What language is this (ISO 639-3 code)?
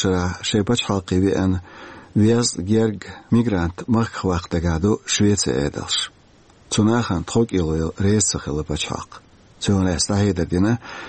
che